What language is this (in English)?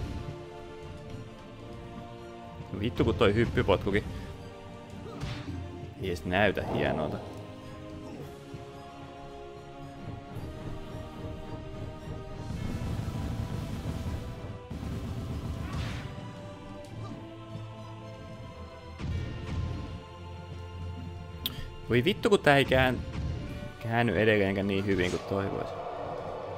Finnish